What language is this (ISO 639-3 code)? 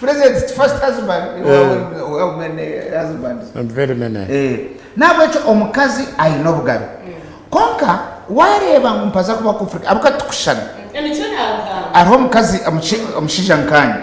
nyn